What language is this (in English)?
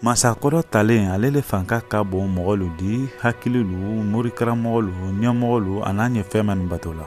Mandingo